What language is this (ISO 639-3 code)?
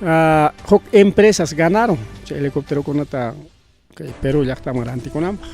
quy